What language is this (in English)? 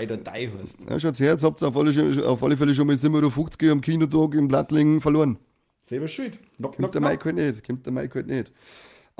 Bavarian